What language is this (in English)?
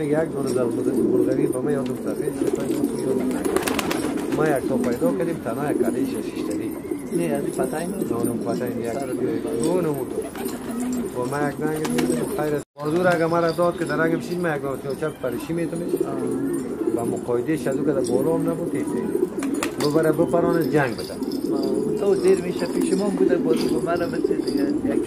Persian